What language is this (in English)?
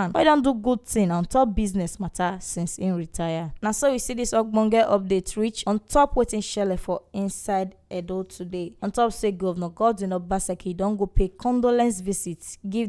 Nigerian Pidgin